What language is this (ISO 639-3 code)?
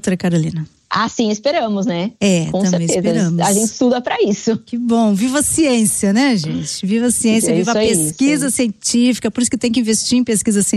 por